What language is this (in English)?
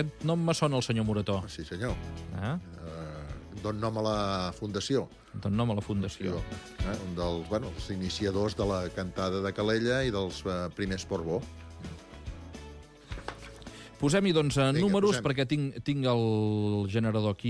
Catalan